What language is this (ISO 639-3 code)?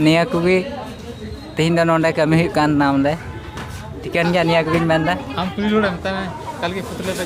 sat